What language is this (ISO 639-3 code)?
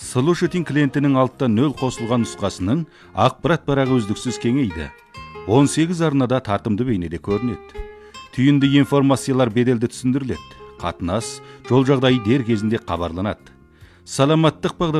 kaz